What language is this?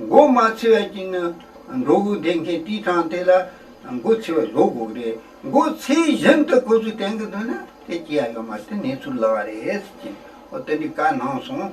Tibetan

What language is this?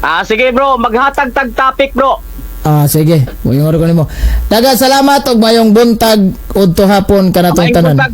Cebuano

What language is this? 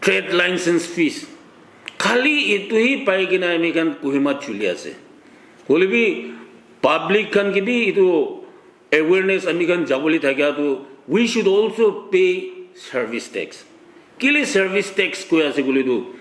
Naga Pidgin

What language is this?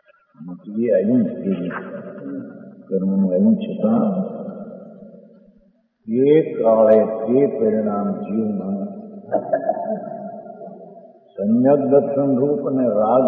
Gujarati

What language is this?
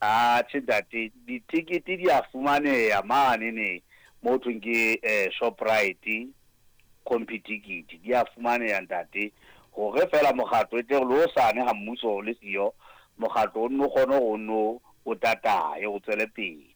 Southern Sotho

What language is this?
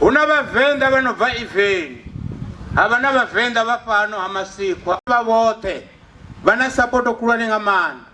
Venda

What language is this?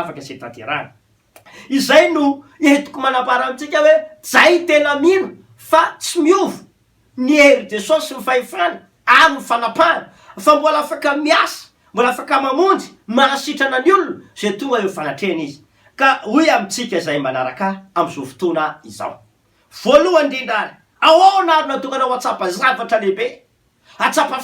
Malagasy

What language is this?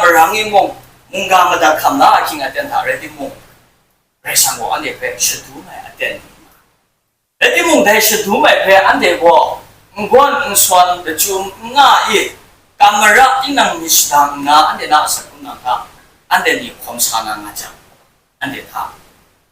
Kachin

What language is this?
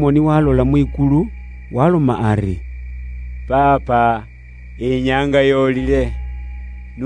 Luyia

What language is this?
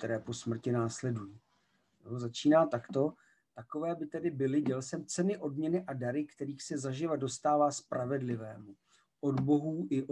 Czech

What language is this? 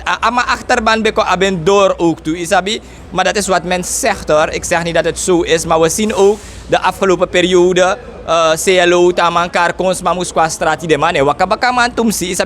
Sranan Tongo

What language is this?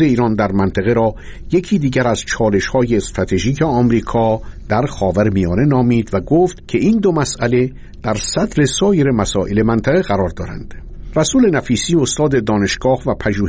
Persian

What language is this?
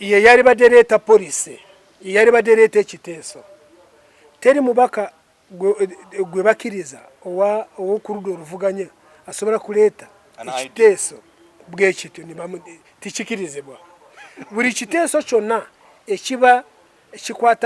Ganda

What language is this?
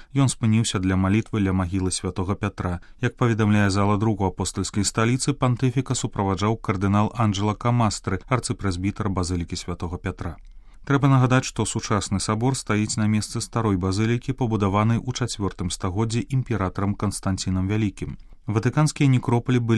Belarusian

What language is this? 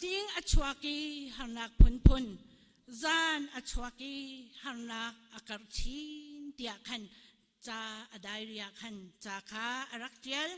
Hakha Chin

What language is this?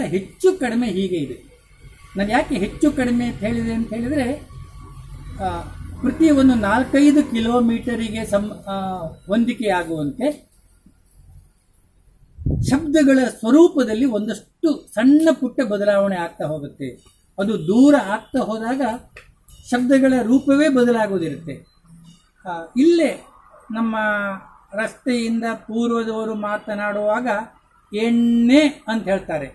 Kannada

